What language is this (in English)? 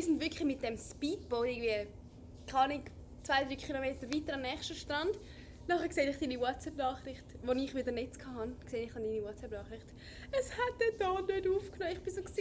Swiss German